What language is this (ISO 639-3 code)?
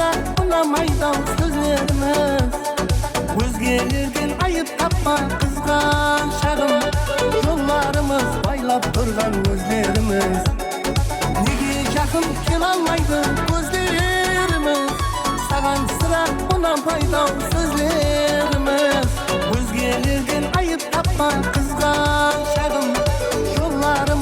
kaa